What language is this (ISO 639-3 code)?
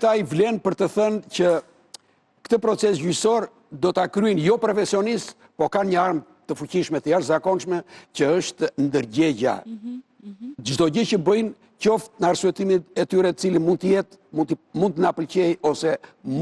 sqi